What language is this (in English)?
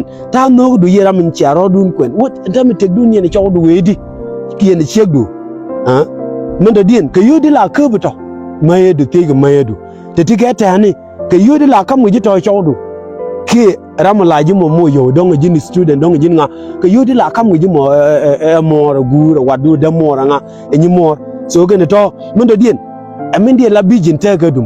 Nuer